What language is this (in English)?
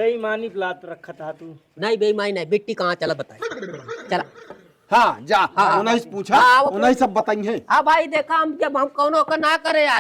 Awadhi